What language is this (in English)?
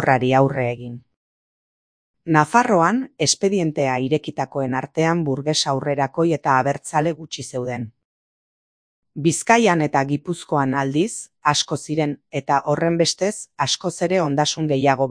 Basque